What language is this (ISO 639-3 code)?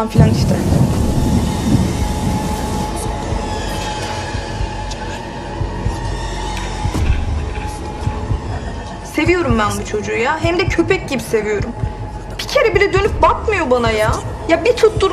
tur